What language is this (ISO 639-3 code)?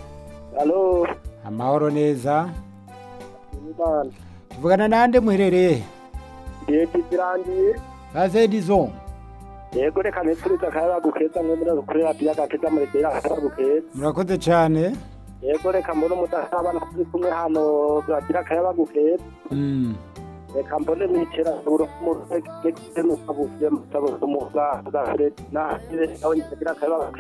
run